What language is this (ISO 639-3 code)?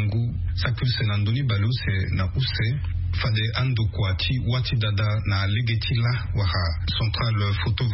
sag